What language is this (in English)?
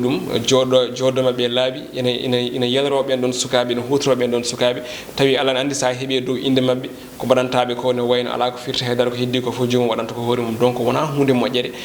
Fula